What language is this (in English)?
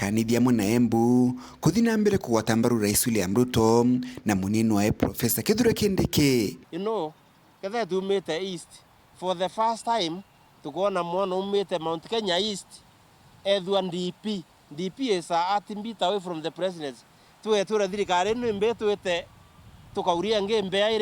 Meru